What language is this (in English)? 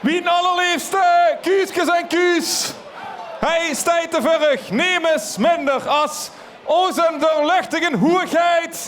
Limburgish